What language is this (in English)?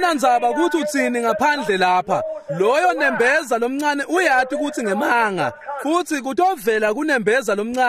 Swati